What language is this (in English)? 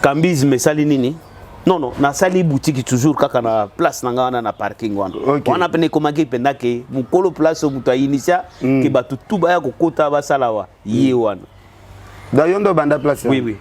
Lingala